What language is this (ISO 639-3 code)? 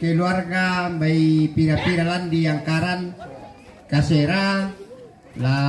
sda